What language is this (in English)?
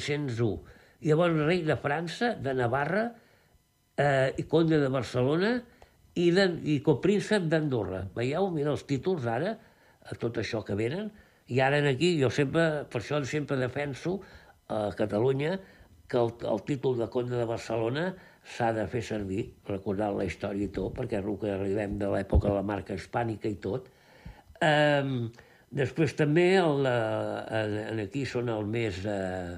Catalan